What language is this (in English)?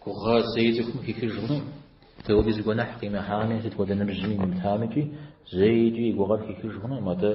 Kabardian